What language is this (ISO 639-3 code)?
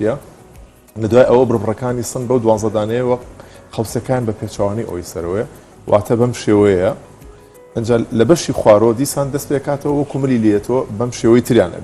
ckb